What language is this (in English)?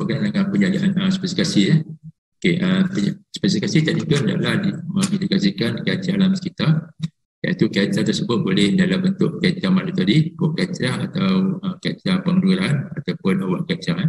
Malay